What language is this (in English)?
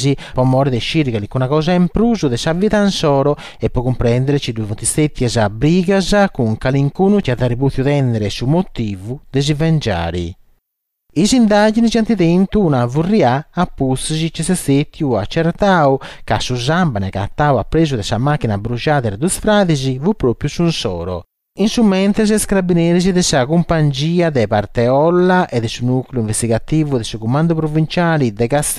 Sardinian